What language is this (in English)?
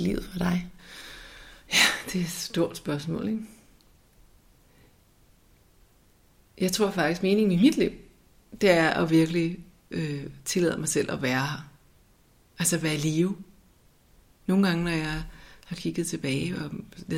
Danish